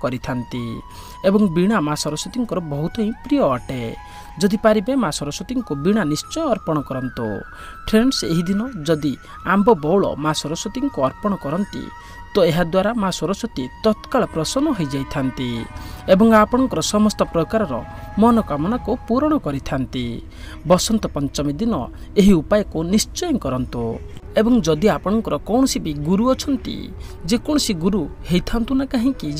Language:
Odia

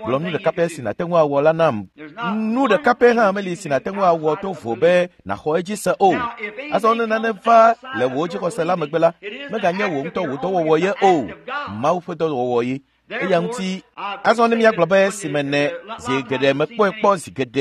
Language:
Ewe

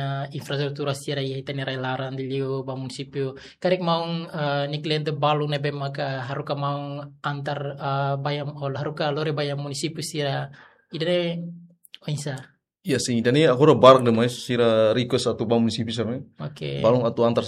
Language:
Tetum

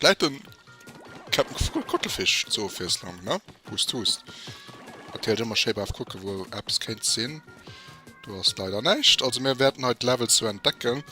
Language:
Luxembourgish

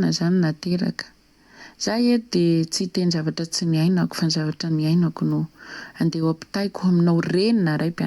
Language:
Malagasy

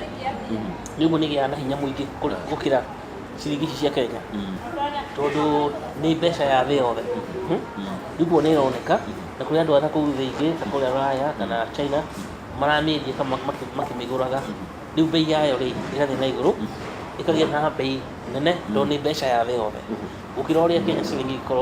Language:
Kikuyu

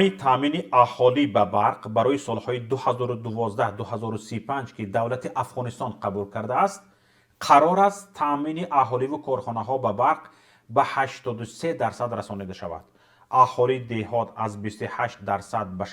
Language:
Tajik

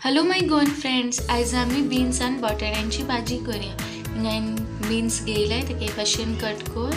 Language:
Konkani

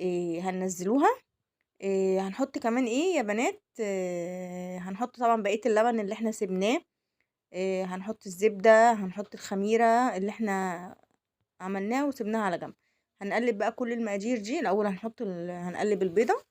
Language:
Egyptian Arabic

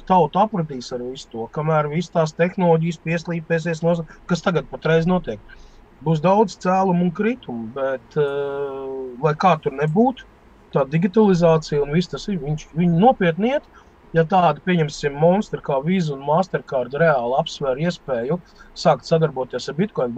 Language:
Latvian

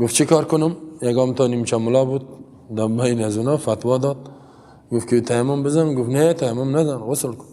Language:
Persian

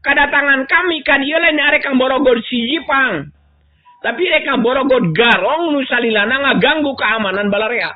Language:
Sundanese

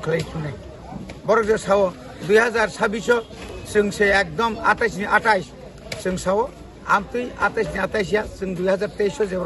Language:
Kok Borok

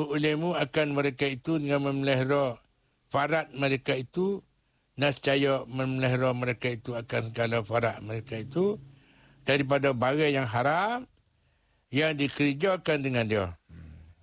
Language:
Malay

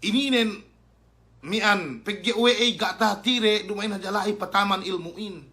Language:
Yakan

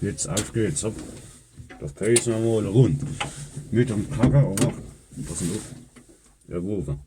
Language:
Palatine German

